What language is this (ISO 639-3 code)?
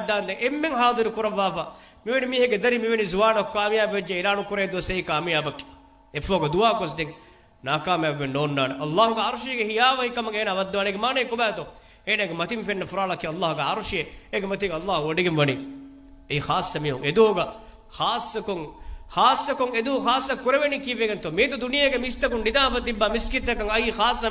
div